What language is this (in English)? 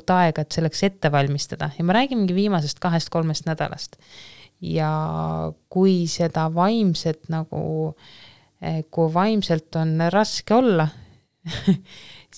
Estonian